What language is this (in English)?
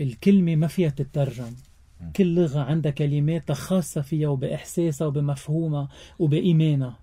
North Levantine Arabic